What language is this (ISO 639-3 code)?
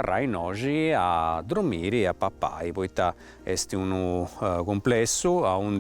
srd